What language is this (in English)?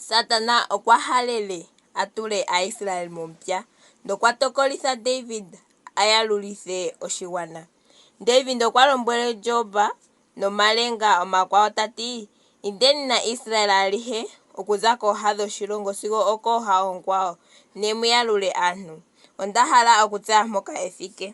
Ndonga